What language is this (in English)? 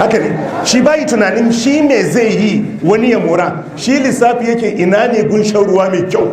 Hausa